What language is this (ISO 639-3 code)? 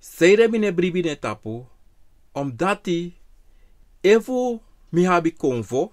srn